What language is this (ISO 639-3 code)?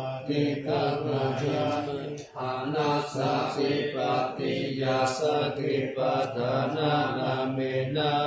pli